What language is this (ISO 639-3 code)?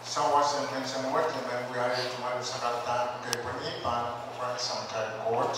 pon